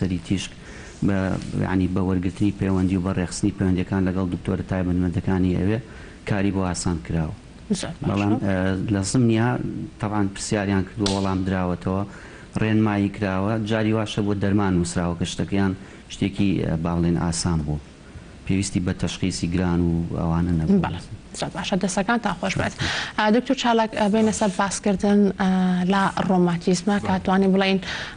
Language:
Central Kurdish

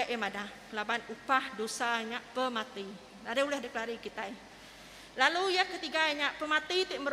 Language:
Iban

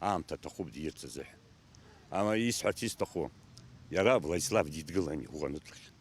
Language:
Abkhazian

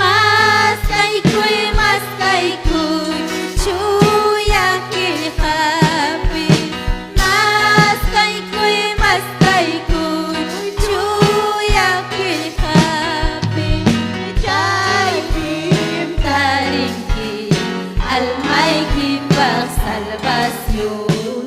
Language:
Ayacucho Quechua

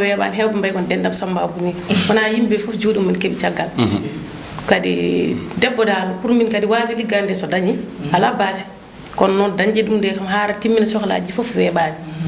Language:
Fula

